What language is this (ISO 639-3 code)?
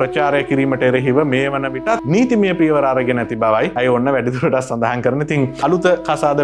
sin